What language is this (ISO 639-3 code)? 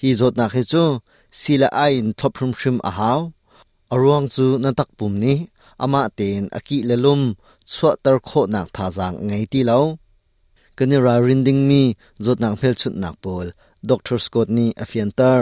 cnh